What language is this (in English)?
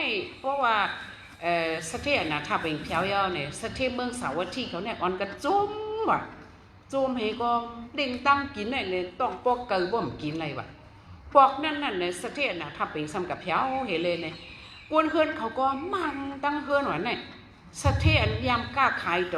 Shan